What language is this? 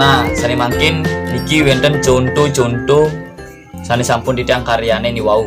Balinese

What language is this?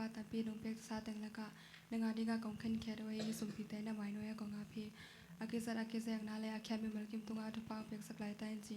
Tedim Chin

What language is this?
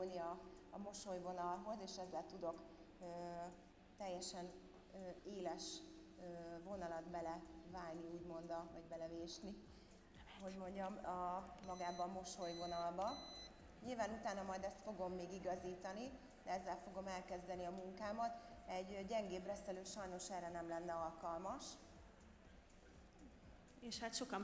Hungarian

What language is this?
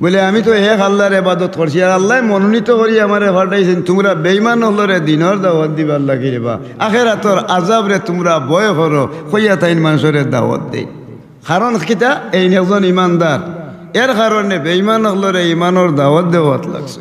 Sylheti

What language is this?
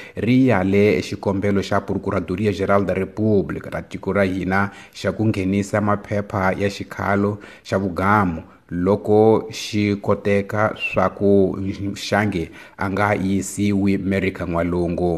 Tsonga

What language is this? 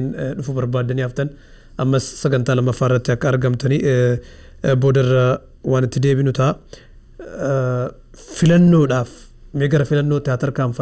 Oromo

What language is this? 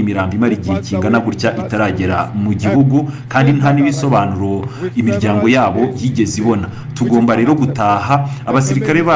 Kinyarwanda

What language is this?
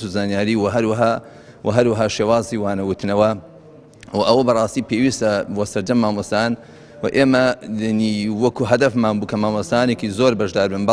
Central Kurdish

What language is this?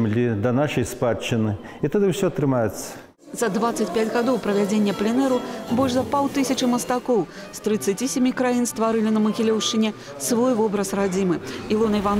Belarusian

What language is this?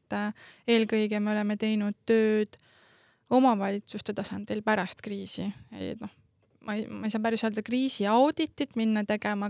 Estonian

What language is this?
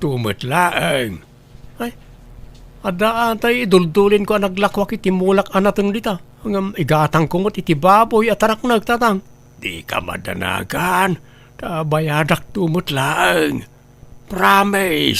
Iloko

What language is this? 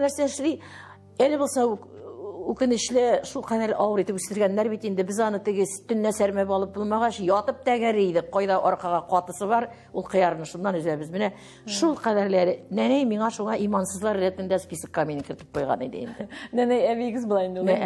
Tatar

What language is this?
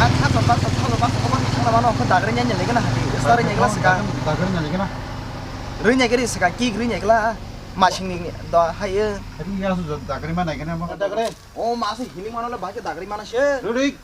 Kok Borok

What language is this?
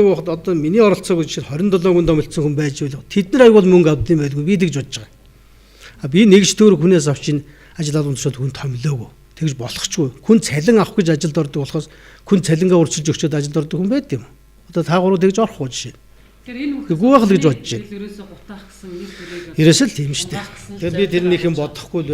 Mongolian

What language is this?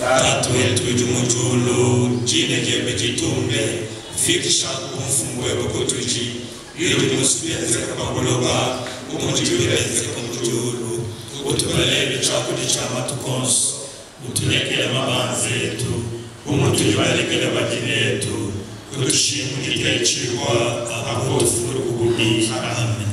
Luba-Lulua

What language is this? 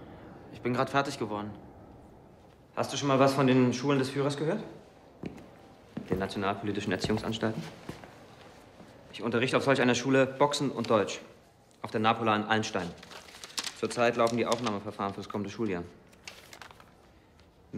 German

